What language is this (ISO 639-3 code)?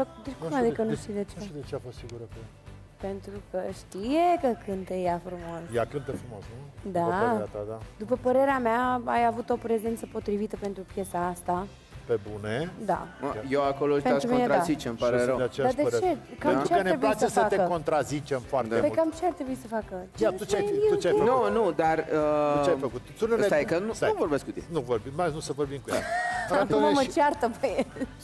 ron